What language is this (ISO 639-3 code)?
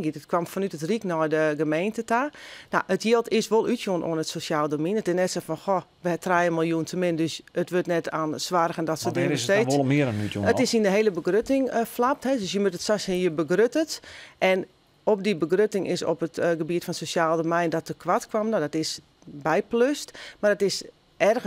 fry